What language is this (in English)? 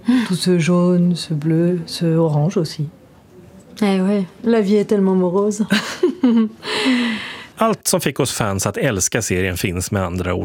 Swedish